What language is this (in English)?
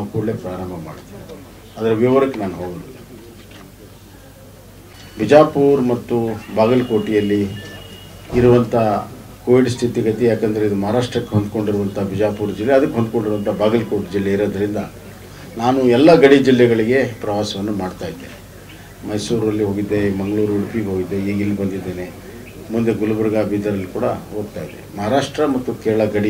Kannada